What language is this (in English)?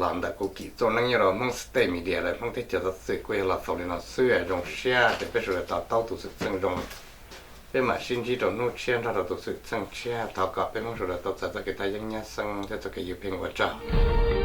Hmong